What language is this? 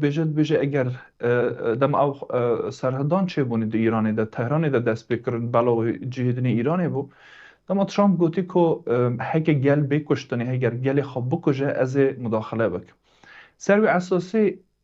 Kurdish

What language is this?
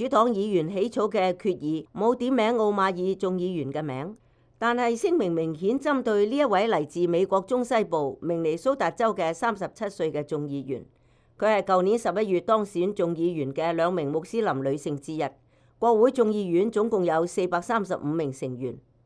Cantonese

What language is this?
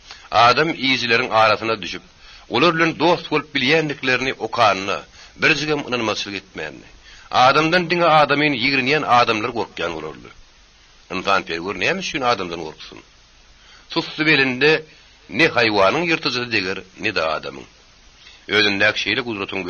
Turkmen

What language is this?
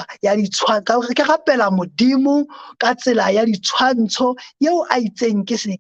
Southern Sotho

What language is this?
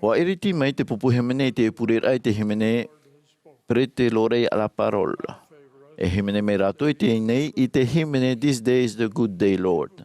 Tahitian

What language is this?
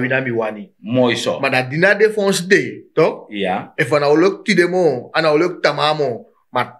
Sranan Tongo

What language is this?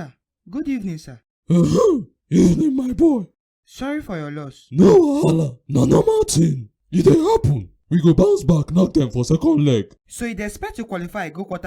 Nigerian Pidgin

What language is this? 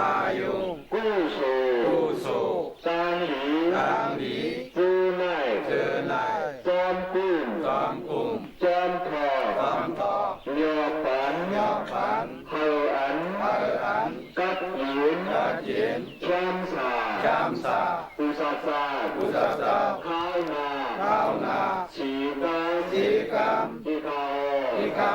Shan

